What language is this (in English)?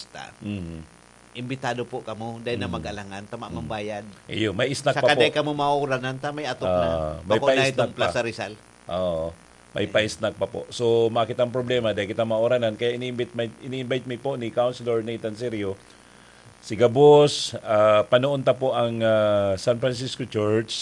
Bikol